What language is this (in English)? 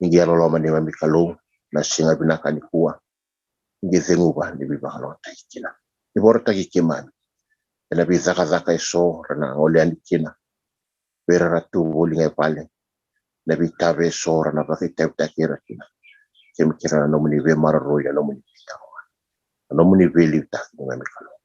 Fijian